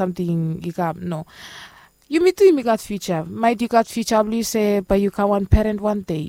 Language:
Bislama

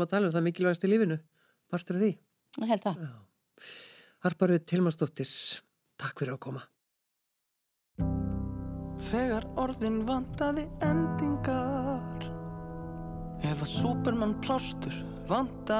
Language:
Icelandic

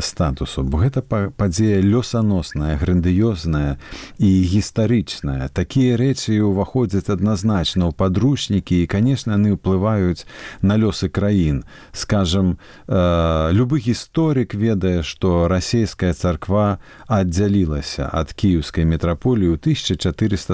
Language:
Belarusian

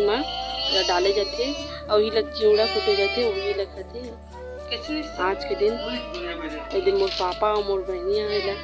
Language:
Chhattisgarhi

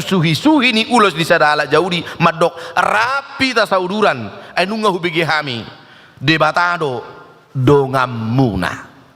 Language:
Batak Toba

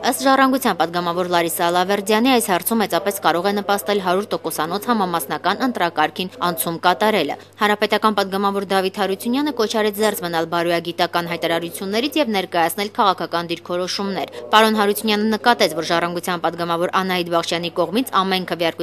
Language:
Armenian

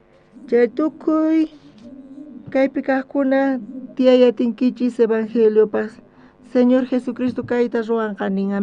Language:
South Bolivian Quechua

